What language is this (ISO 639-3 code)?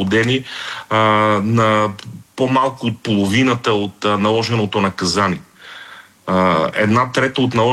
bul